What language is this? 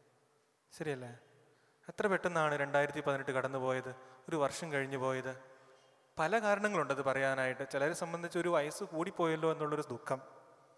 Malayalam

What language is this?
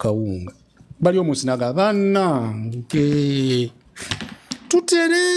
Ganda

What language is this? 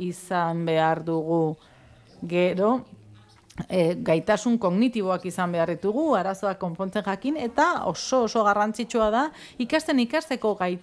Basque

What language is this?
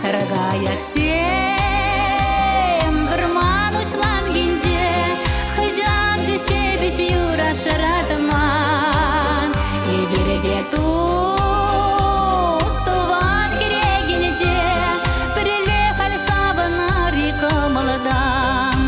Chuvash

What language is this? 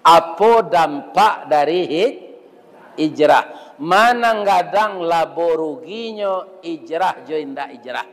Minangkabau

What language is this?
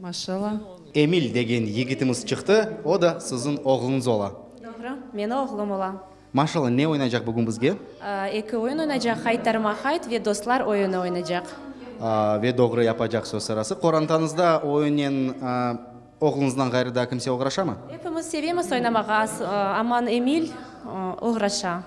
Crimean Tatar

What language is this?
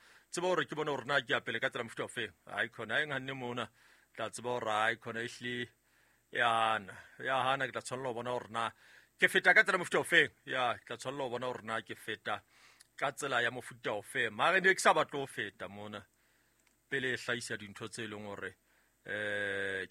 Southern Sotho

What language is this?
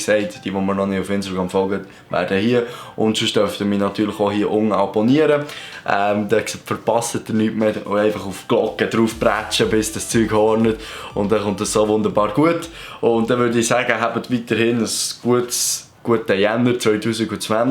Swiss German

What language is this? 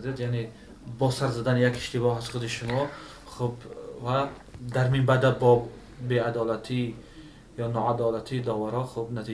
Tajik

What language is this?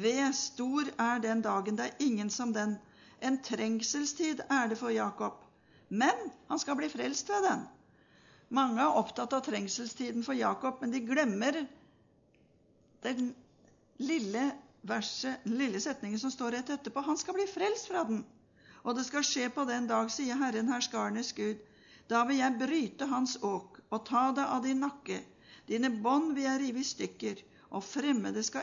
Norwegian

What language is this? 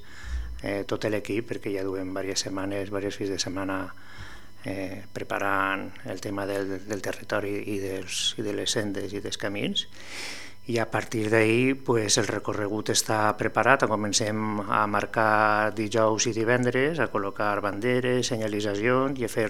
Catalan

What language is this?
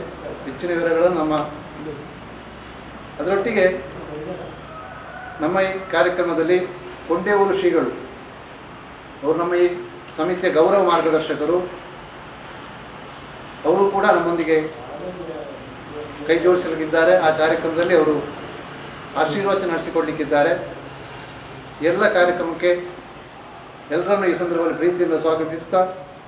Kannada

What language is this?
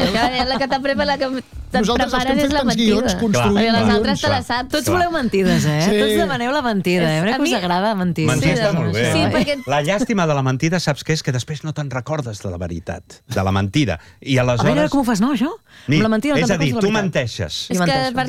Catalan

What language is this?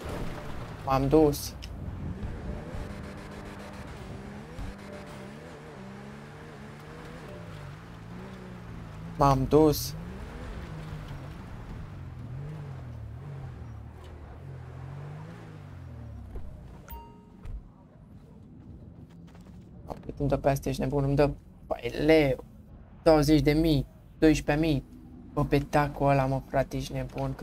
Romanian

